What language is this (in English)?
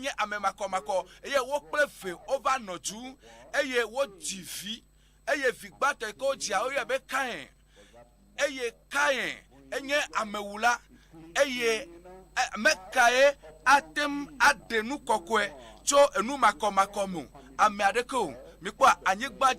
Ewe